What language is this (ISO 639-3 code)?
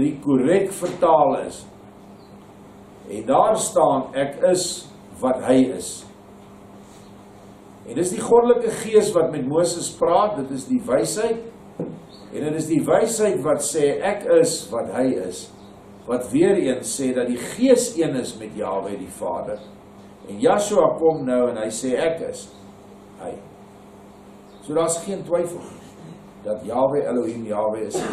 afr